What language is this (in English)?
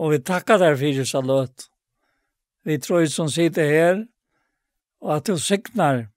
Faroese